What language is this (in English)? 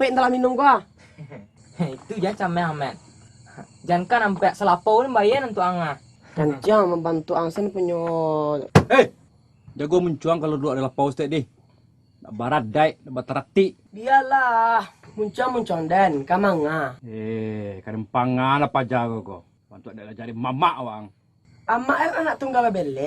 Minangkabau